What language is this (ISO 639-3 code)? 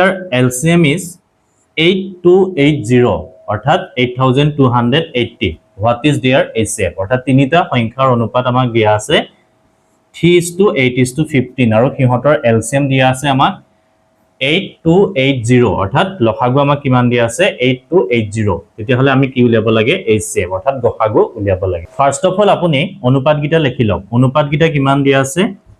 asm